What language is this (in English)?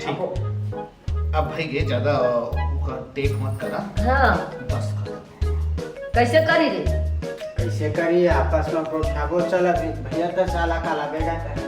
Chhattisgarhi